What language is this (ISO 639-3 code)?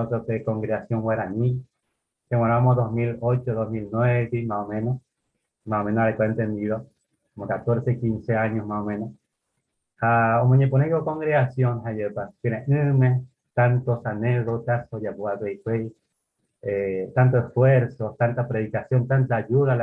grn